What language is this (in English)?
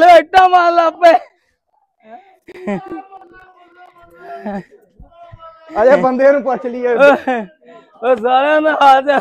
Punjabi